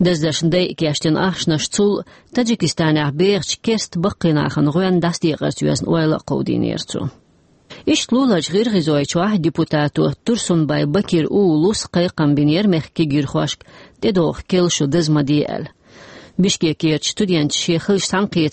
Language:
Chechen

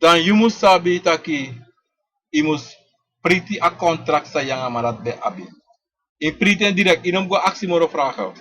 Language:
Sranan Tongo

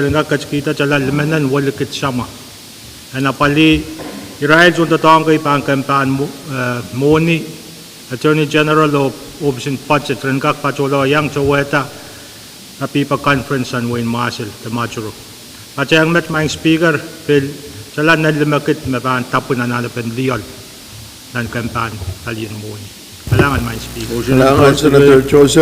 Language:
Pohnpeian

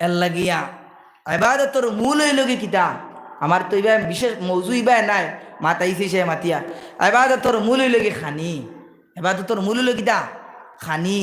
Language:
Sylheti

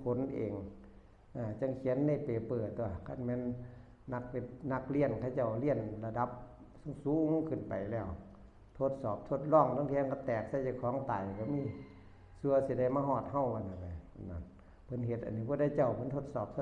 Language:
Northeastern Thai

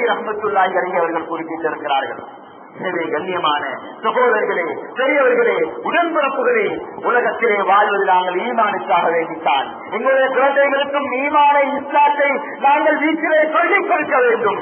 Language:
Tamil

